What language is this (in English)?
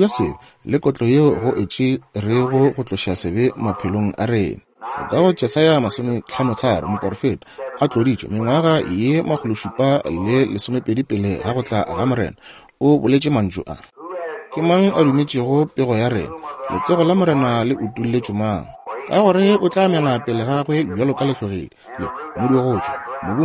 Northern Sotho